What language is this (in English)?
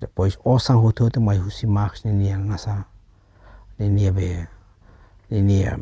Tetum